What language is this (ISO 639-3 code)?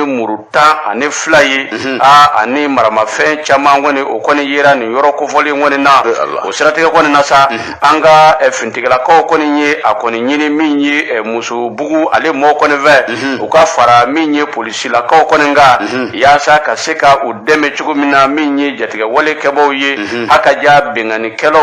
bam